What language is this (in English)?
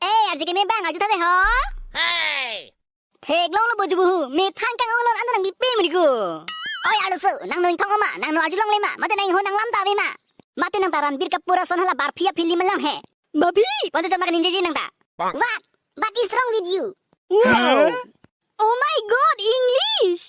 Karbi